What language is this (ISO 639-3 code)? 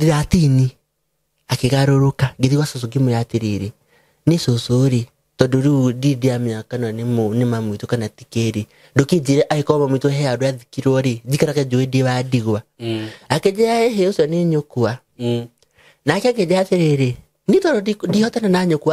kik